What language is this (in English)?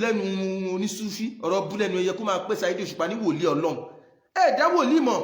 Yoruba